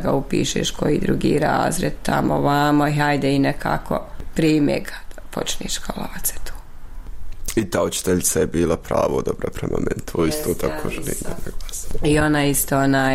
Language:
Bosnian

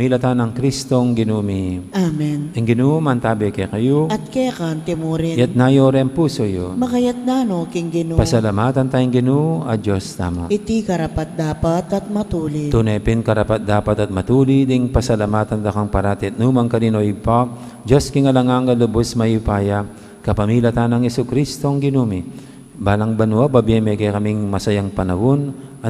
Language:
Pampanga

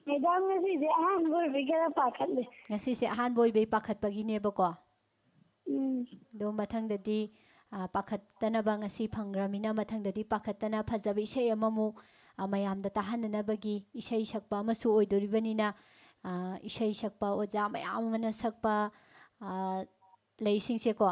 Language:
Manipuri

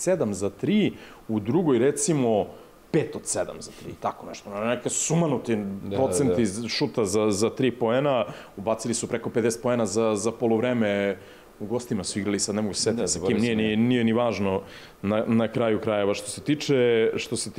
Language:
Serbian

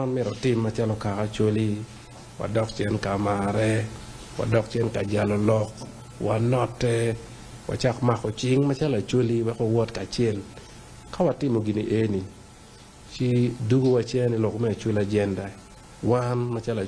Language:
Acoli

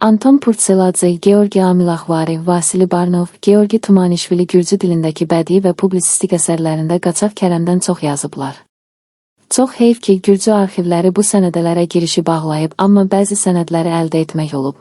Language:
Azerbaijani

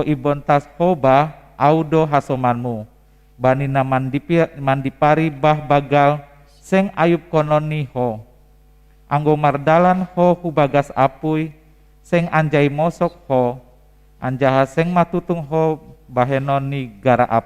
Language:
Batak Simalungun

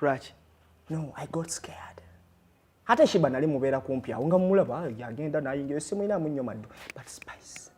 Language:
Ganda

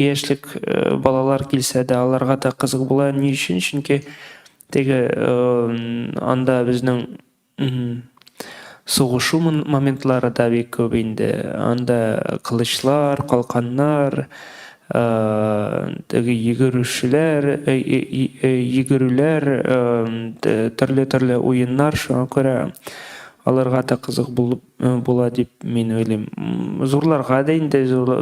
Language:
Tatar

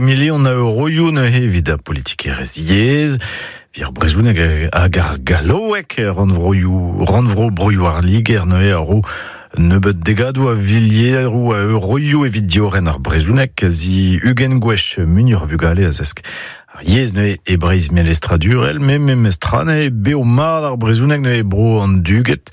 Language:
Breton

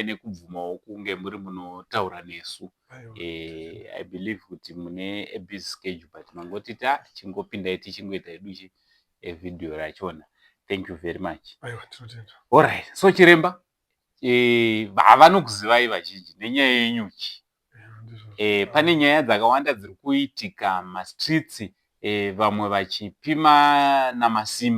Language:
Shona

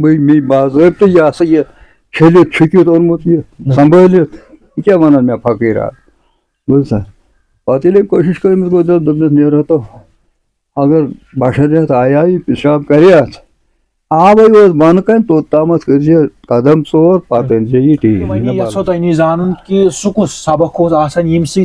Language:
Kashmiri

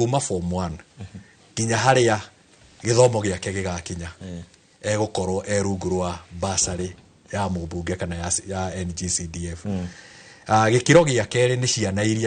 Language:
Kikuyu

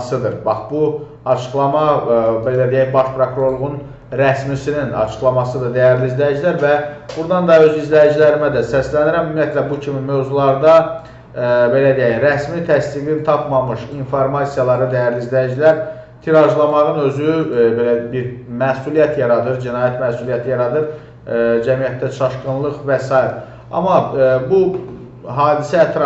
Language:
Azerbaijani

